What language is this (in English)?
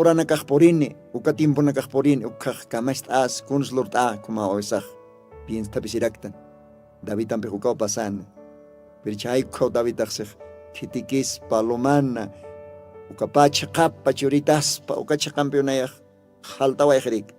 Aymara